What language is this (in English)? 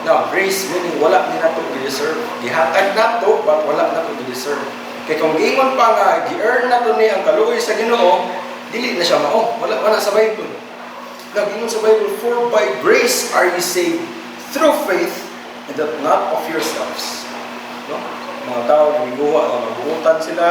Cebuano